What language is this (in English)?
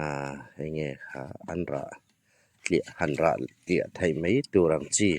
Hmar